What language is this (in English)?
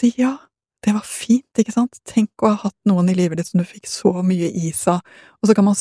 Norwegian